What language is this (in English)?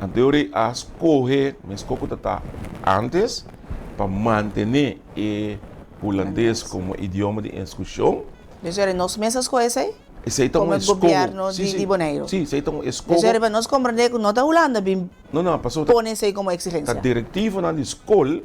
Papiamento